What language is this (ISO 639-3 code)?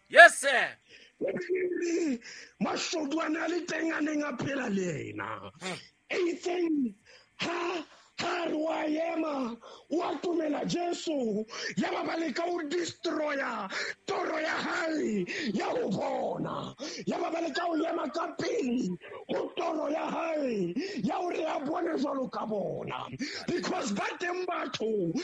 sot